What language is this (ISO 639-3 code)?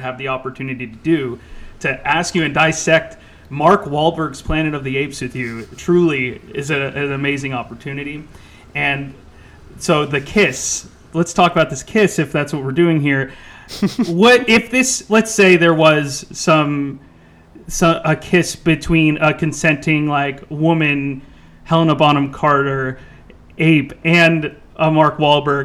eng